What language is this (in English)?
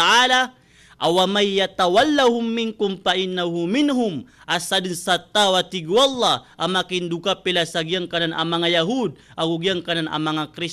Maranao